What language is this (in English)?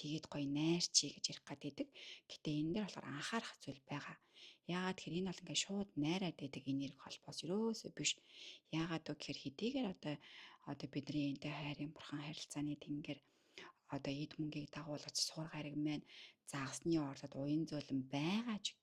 Mongolian